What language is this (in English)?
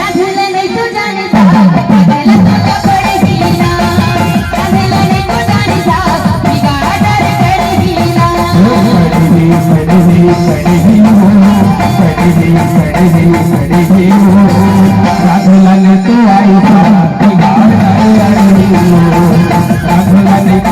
Chhattisgarhi